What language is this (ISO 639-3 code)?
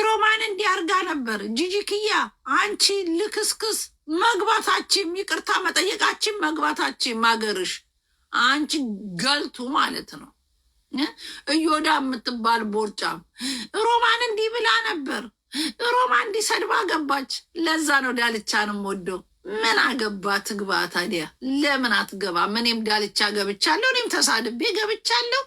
amh